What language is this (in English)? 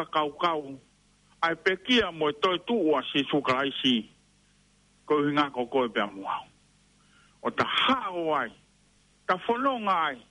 Tongan